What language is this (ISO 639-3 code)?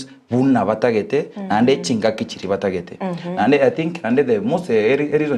guz